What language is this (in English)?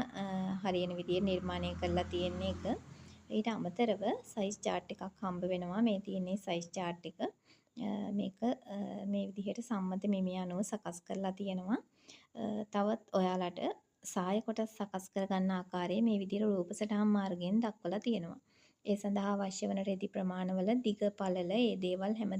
Sinhala